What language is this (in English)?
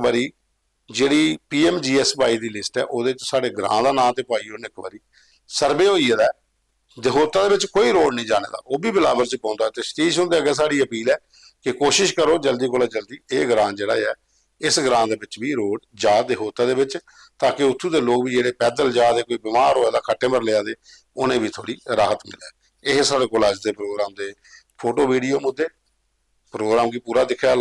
Dogri